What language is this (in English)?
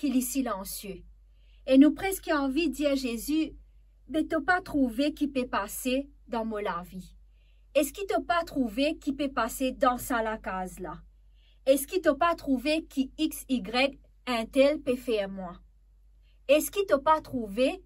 Morisyen